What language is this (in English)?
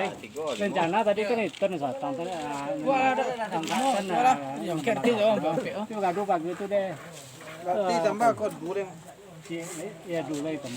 Minangkabau